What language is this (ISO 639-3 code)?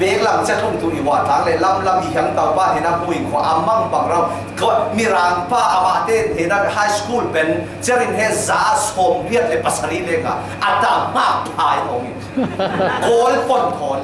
cfm